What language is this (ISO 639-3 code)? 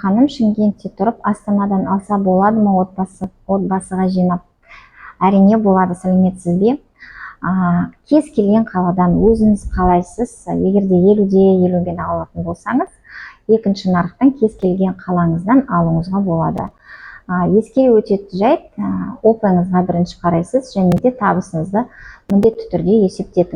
kaz